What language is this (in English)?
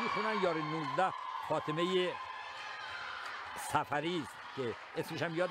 Persian